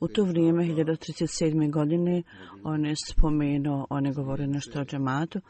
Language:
Bosnian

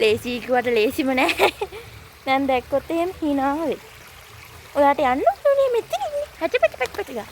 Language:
Sinhala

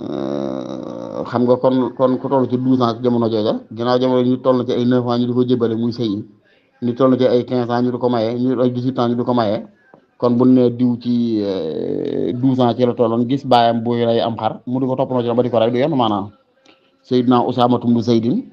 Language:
Wolof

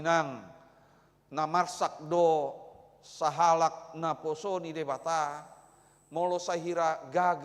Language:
Batak Toba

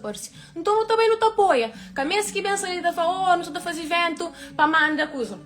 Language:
Kabuverdianu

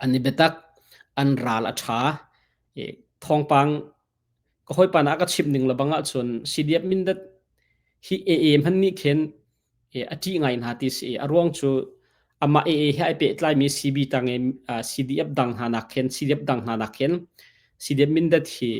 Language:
Hakha Chin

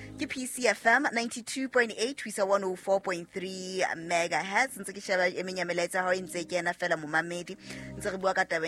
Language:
Southern Sotho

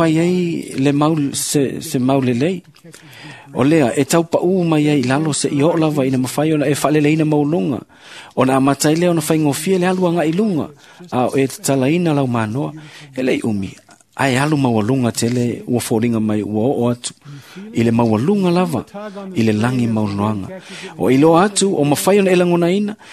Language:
Samoan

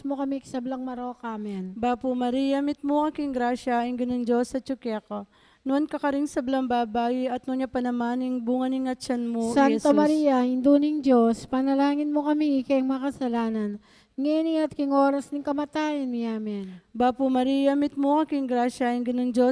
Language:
Pampanga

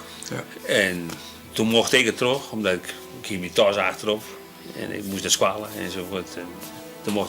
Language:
Western Frisian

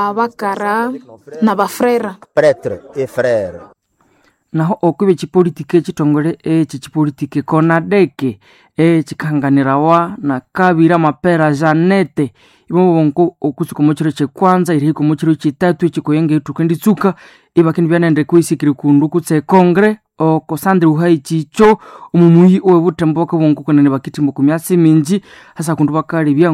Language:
Nande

